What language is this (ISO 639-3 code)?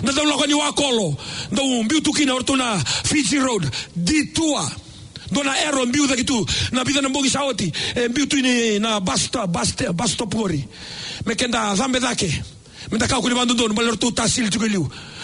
fij